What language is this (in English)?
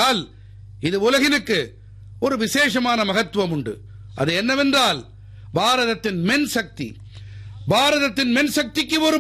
Tamil